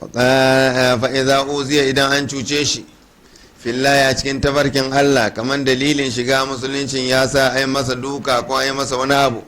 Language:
Hausa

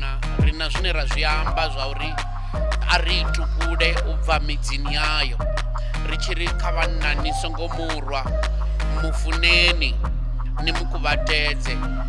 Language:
Venda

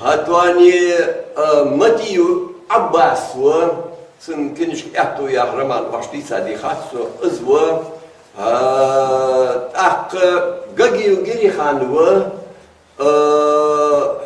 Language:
Ingush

